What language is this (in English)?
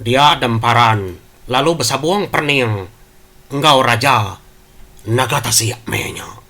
Iban